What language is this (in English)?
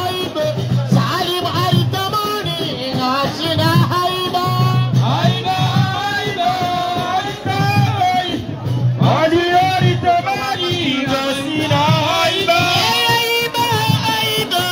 Swahili